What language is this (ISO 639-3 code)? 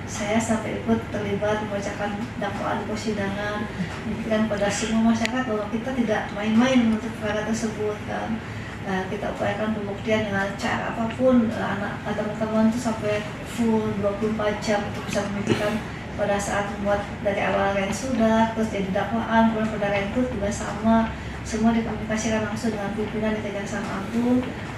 ind